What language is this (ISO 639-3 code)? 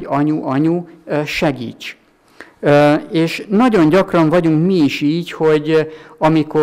hun